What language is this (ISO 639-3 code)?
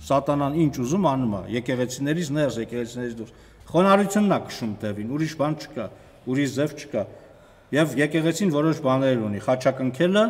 hye